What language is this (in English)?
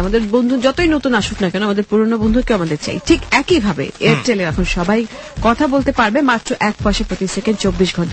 Bangla